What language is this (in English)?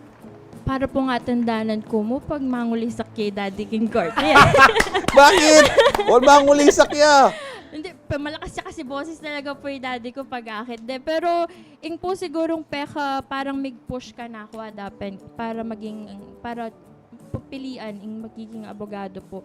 Pampanga